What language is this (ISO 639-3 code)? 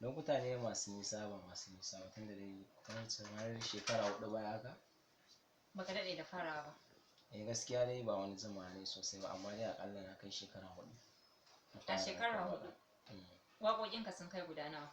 hau